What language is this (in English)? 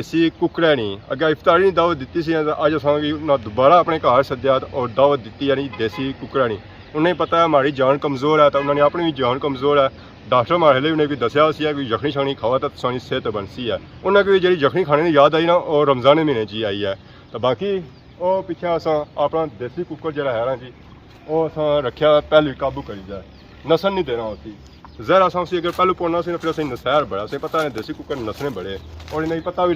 Pahari-Potwari